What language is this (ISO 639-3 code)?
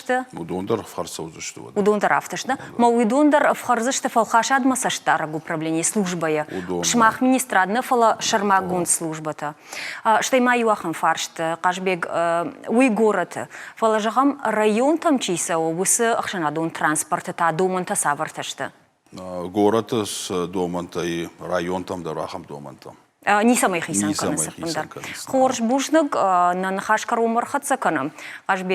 oss